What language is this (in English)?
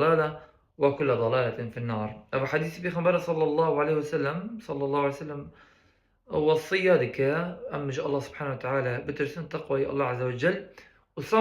Kurdish